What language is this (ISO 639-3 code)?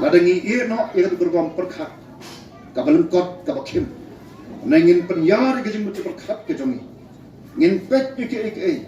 kha